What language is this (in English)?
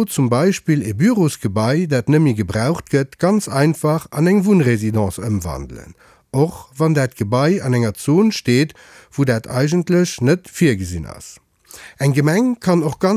Luxembourgish